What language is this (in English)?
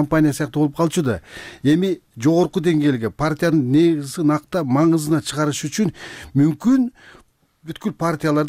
Kyrgyz